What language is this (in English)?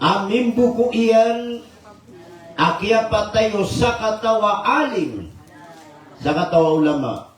Maranao